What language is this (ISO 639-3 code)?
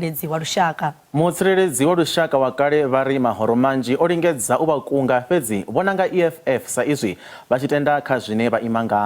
ven